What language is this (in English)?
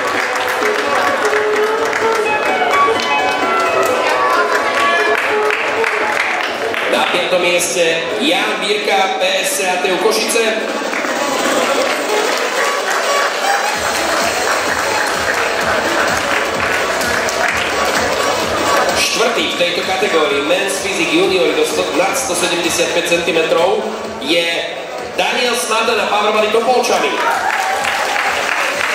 Slovak